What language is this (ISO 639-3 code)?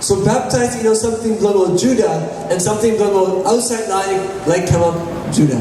tpi